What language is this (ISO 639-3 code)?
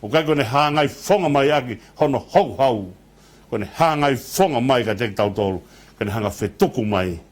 ton